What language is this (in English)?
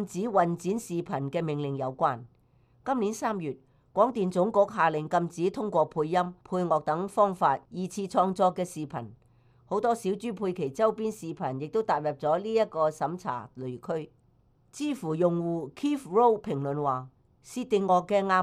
Cantonese